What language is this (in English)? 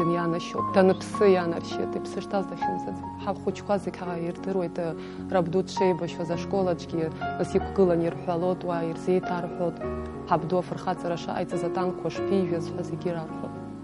Abkhazian